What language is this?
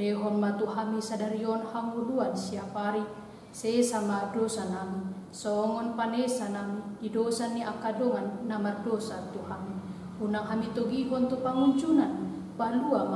Batak Toba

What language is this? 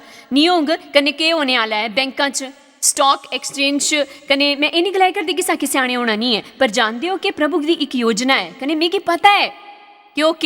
Dogri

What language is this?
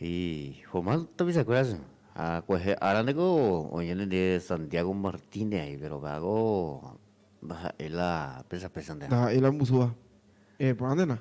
Guarani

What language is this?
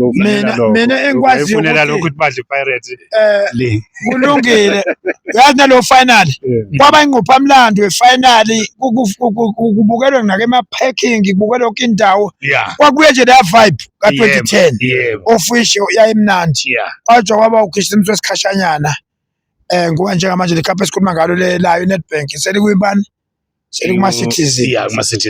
Zulu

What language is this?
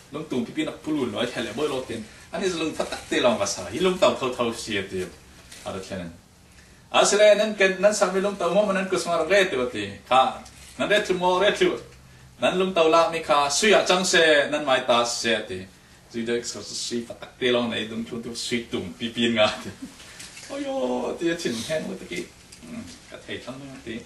Falam Chin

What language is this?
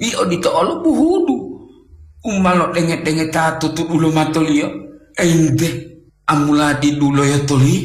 Gorontalo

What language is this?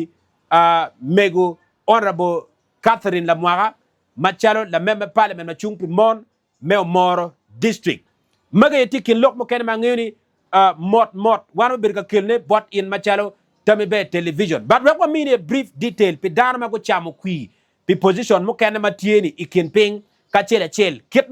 Acoli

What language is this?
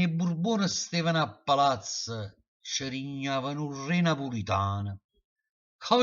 Neapolitan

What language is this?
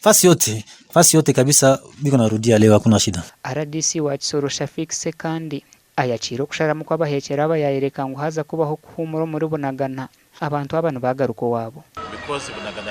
Nyankole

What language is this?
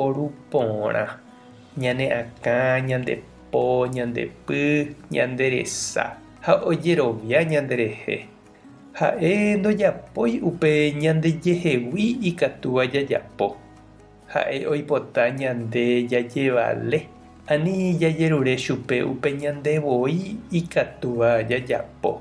Guarani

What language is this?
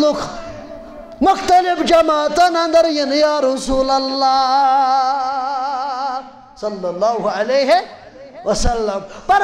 Kashmiri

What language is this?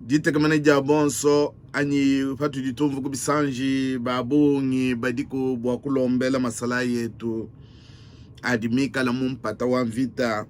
Luba-Lulua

